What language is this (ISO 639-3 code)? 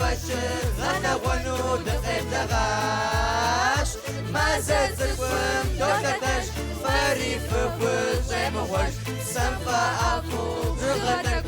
kbd